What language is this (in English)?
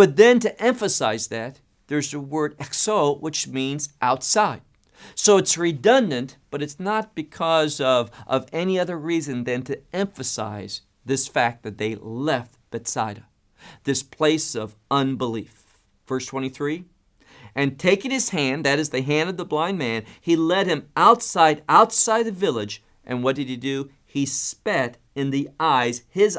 English